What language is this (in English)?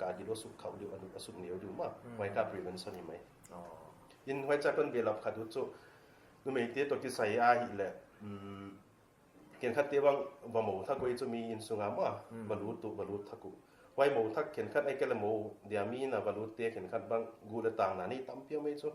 Paite Chin